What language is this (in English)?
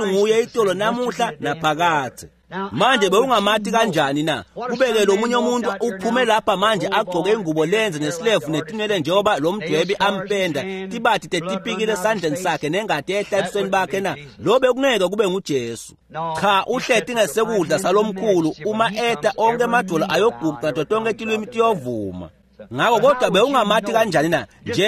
Swati